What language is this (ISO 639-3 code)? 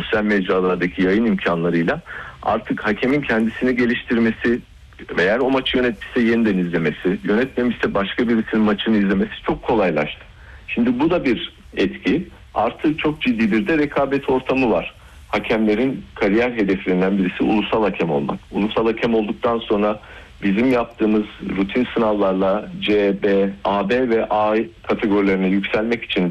tur